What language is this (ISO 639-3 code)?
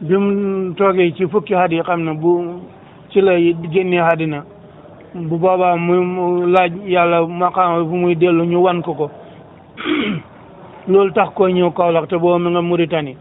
wol